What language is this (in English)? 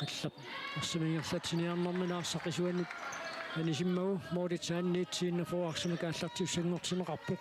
Kalaallisut